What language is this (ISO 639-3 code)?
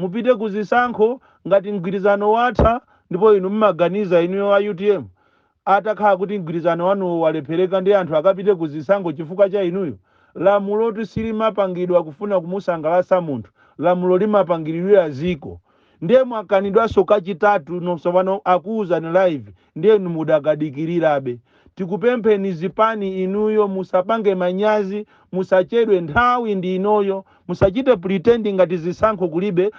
nya